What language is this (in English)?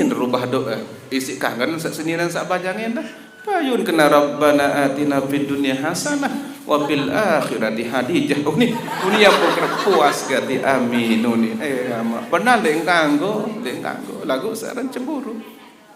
Sasak